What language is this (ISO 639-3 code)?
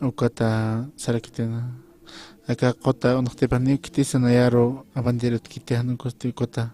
aym